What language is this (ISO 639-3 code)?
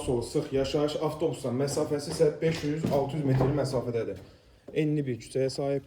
aze